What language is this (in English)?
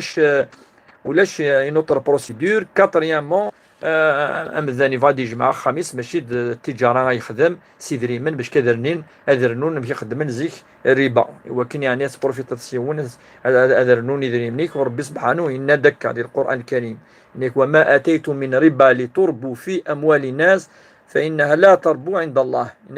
Kabyle